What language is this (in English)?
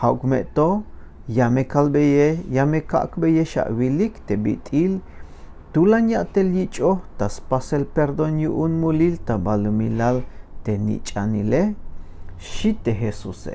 Tzeltal